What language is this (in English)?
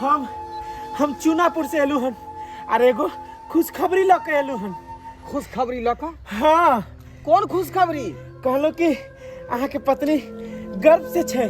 Maithili